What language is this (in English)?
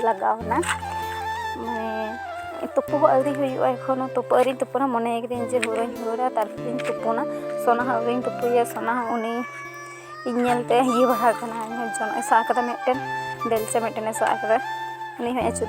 Santali